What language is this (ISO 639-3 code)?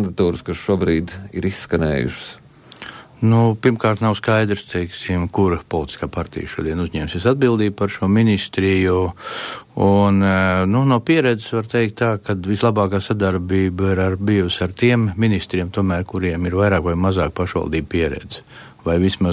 lav